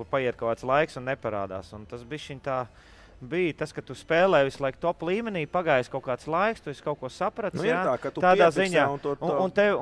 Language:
Latvian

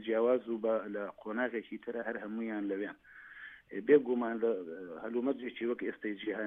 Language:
Central Kurdish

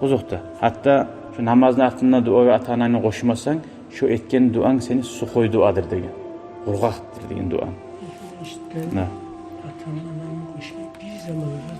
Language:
Kumyk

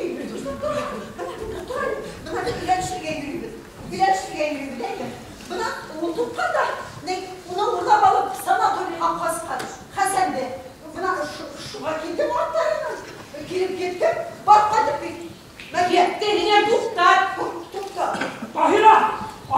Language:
Bashkir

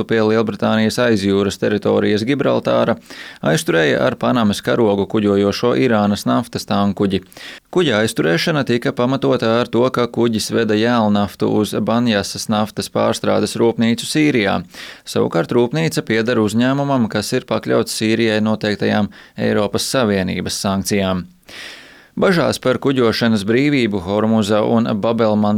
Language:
Latvian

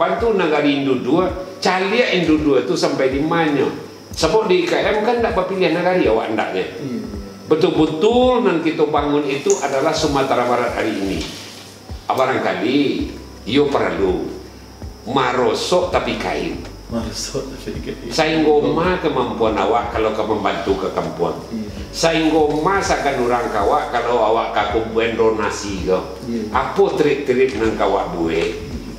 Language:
Minangkabau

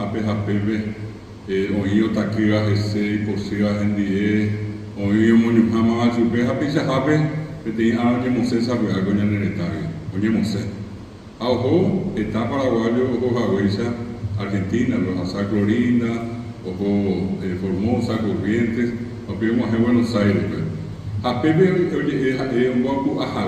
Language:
Guarani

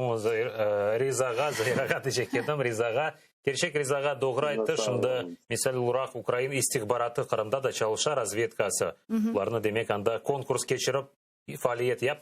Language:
Crimean Tatar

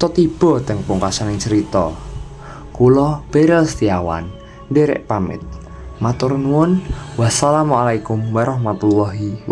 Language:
Javanese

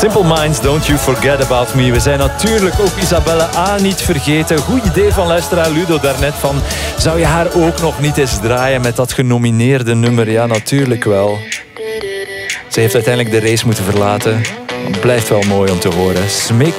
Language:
Dutch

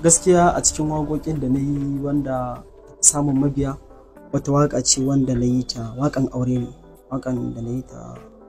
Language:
Hausa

